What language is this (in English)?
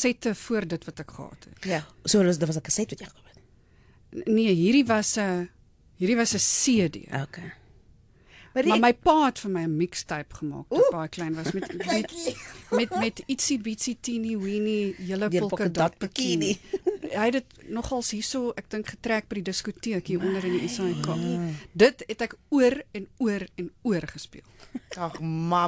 Afrikaans